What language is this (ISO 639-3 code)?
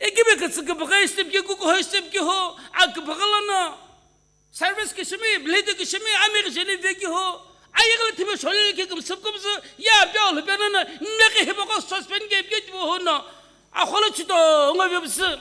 nsm